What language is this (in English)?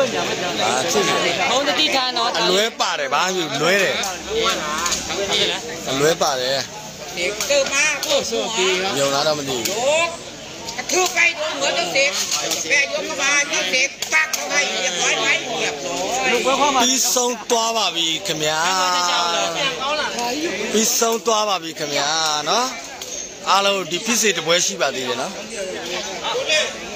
Burmese